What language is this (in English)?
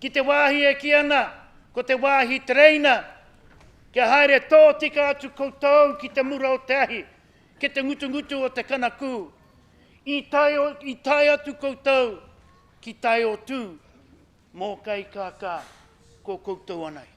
Māori